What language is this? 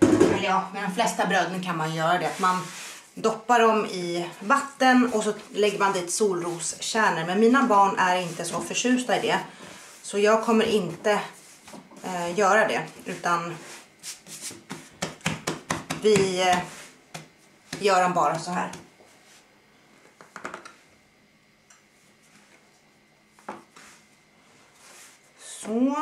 Swedish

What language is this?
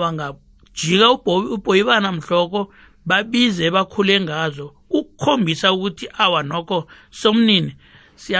South Ndebele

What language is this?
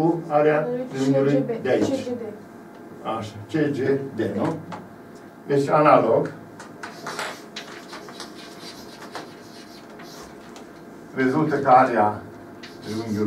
Romanian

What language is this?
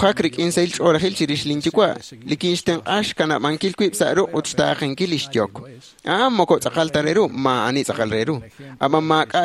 Kekchí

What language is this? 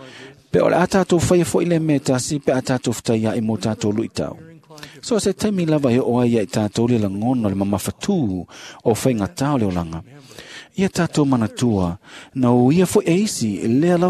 Samoan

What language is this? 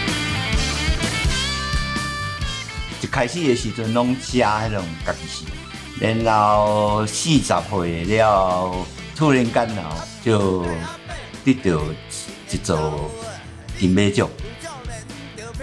Min Nan Chinese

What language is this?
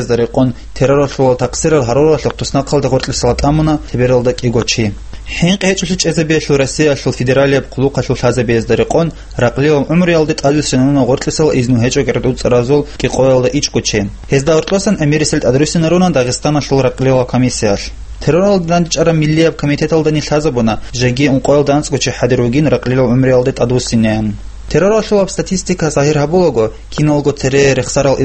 Avaric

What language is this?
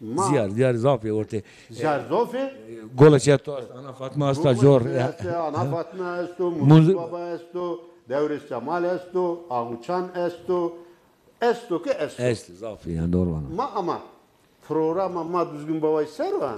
Zaza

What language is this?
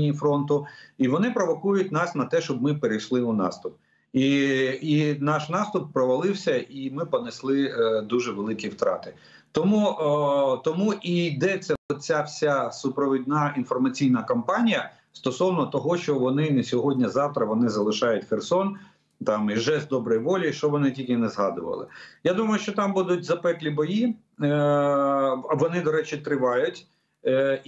Ukrainian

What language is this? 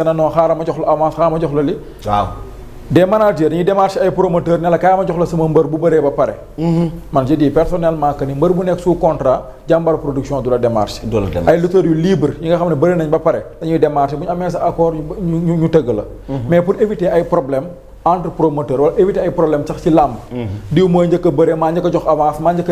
Wolof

